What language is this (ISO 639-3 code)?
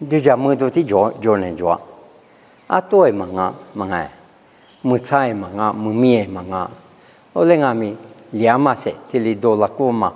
lis